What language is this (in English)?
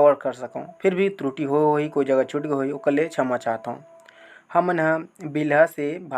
Chhattisgarhi